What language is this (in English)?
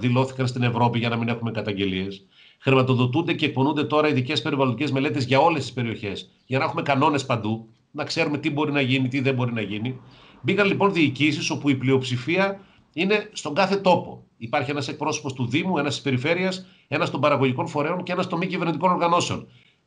Greek